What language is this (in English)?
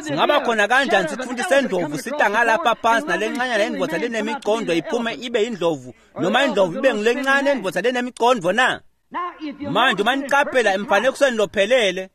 Swati